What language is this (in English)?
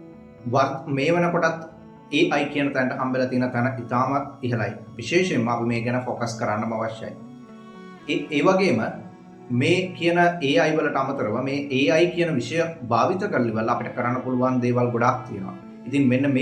Sinhala